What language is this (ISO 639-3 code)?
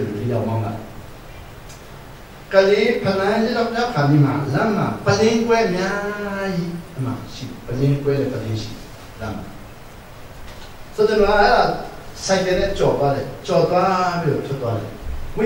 mya